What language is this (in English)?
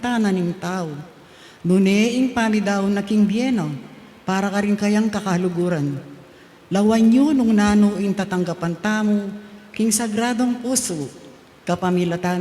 Pampanga